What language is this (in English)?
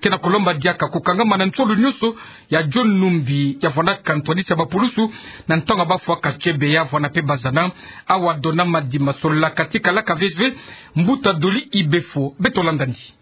Kituba (Democratic Republic of Congo)